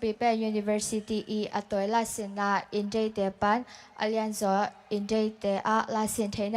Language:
Tedim Chin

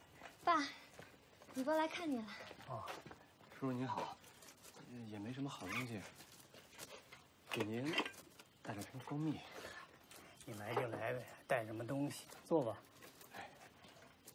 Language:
Chinese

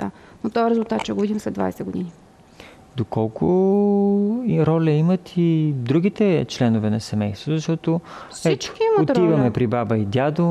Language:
Bulgarian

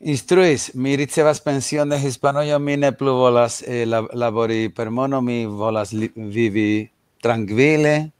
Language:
Esperanto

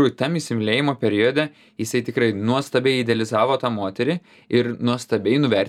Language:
Lithuanian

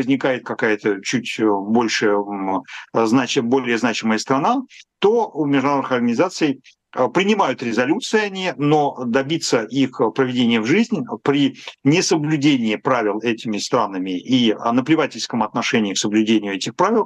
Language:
Russian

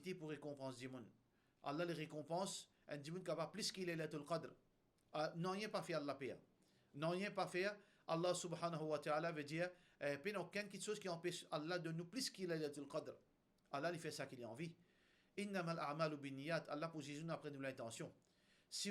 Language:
Morisyen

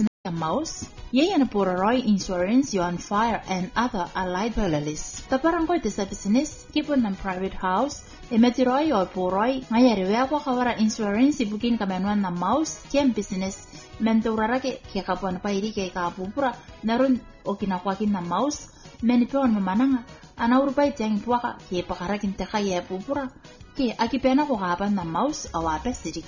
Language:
Gilbertese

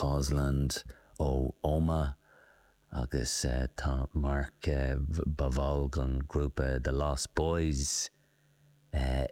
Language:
Irish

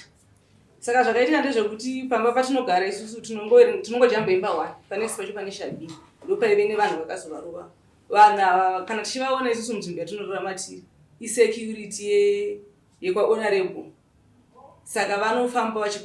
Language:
Shona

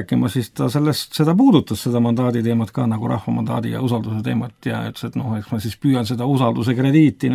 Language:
Estonian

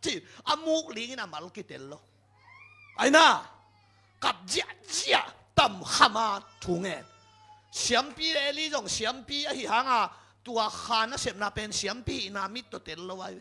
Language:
Tedim Chin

